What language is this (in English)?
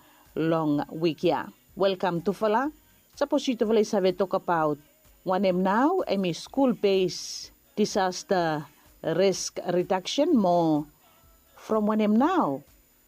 Bislama